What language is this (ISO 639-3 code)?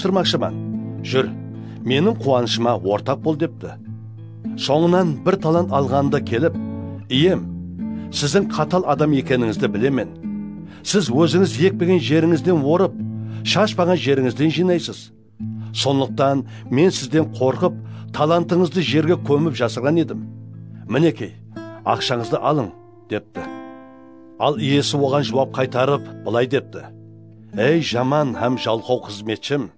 kaa